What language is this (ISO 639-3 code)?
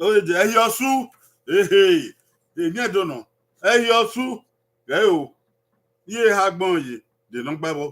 bin